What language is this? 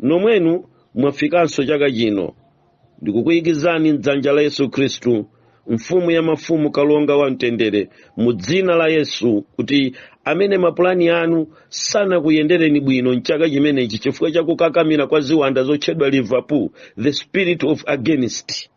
Nyanja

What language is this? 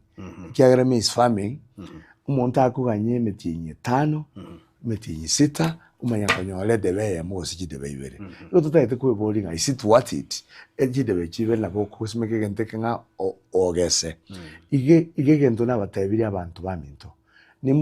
Gusii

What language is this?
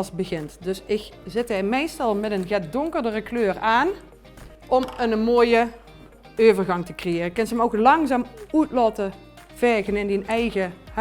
Limburgish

